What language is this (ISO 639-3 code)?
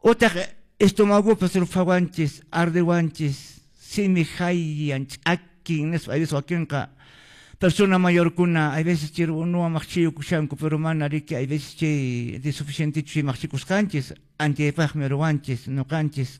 que